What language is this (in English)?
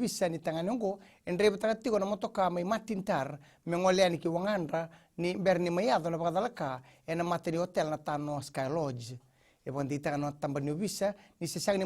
Fijian